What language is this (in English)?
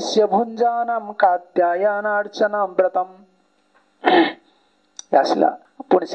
Odia